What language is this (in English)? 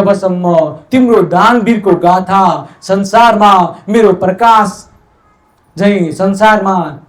Nepali